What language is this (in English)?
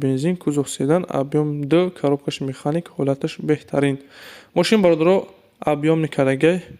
Tajik